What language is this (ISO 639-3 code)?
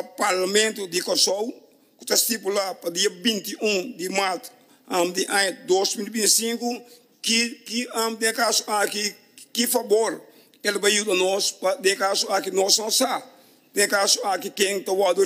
pap